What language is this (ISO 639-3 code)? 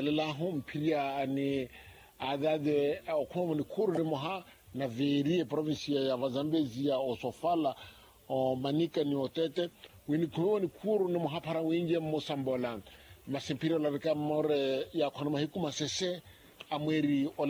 vmw